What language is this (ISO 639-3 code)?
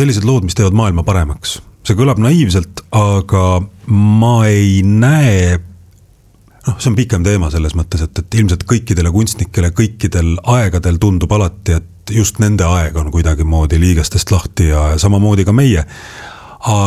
est